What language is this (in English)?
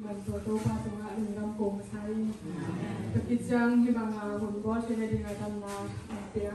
Tedim Chin